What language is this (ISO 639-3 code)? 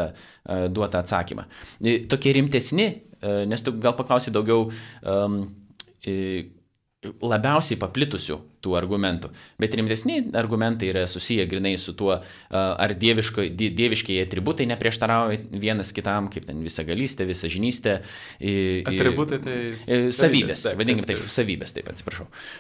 lit